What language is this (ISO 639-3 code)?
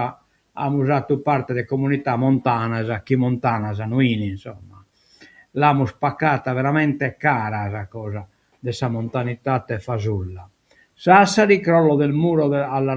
srd